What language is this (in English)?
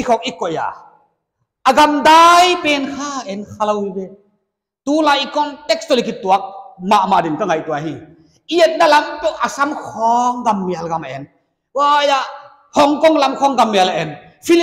Paite Chin